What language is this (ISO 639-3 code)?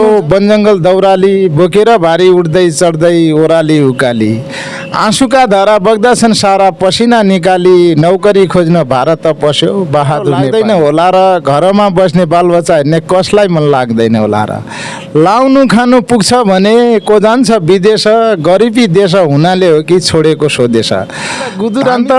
nep